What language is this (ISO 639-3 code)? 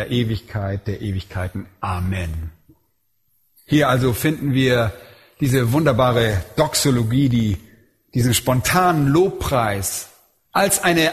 deu